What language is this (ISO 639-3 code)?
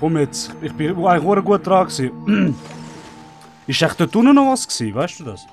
gsw